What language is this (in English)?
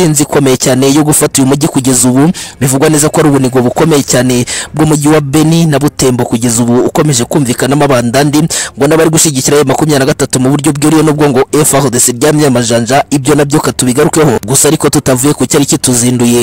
Kinyarwanda